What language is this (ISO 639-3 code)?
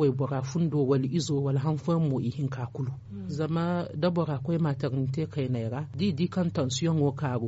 dje